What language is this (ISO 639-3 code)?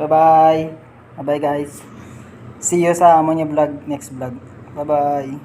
hil